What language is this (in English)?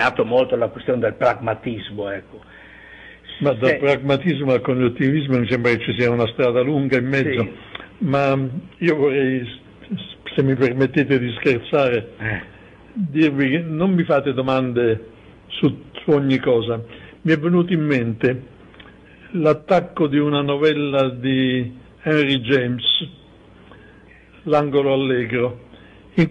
Italian